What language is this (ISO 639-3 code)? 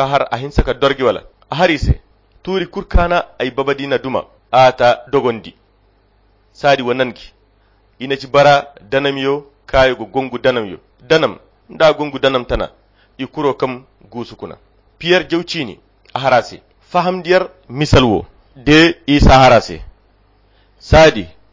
khq